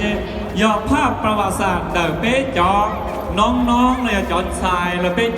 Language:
Hmong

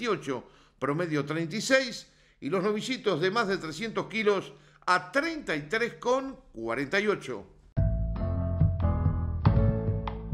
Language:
Spanish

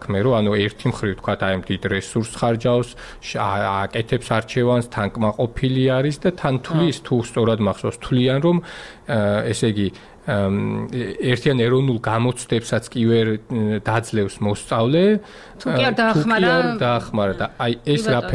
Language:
Georgian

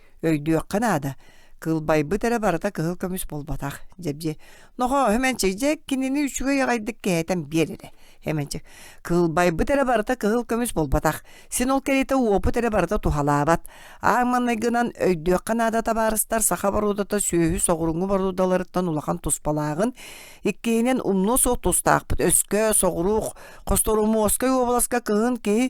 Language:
Yakut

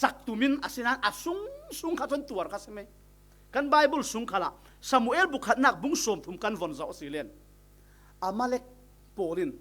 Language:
Falam Chin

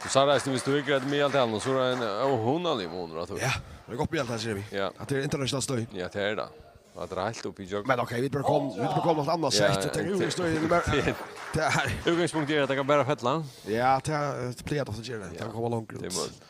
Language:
Faroese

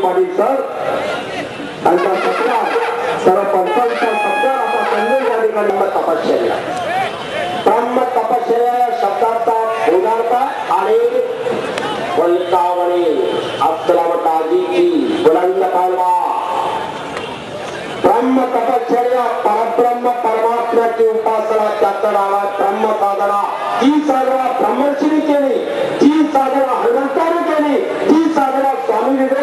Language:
Marathi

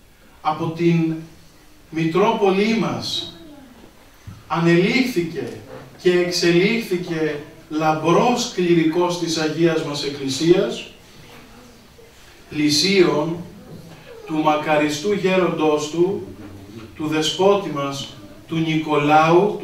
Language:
Greek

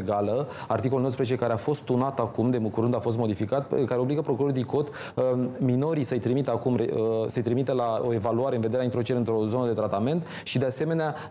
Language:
Romanian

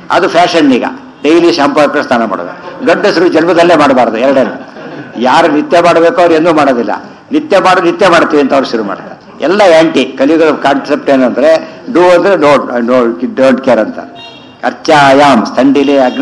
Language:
Kannada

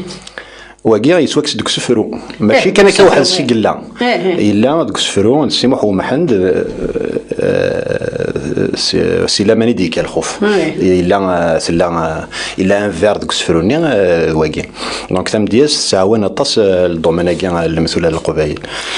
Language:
Kabyle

